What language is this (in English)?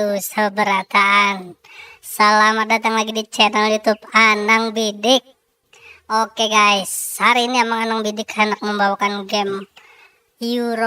Banjar